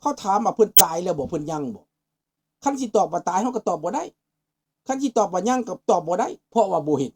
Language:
Lao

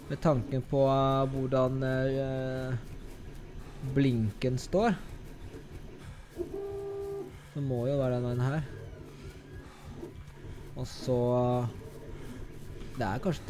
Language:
Norwegian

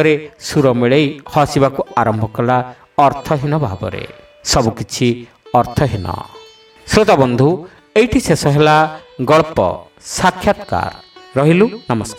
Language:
Odia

